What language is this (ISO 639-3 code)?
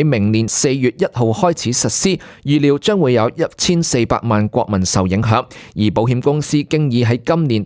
yue